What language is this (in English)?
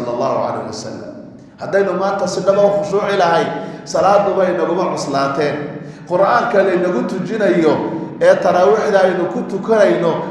Somali